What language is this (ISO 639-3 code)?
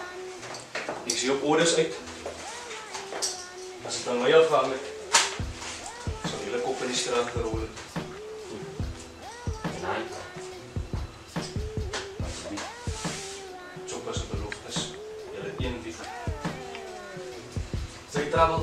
afr